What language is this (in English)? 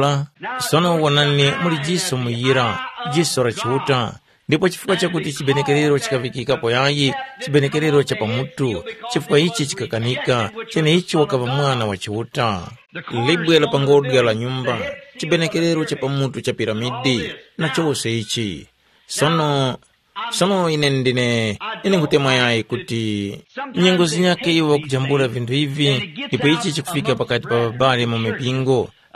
Tumbuka